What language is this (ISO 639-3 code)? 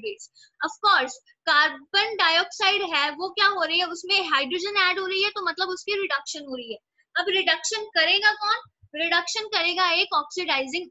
hin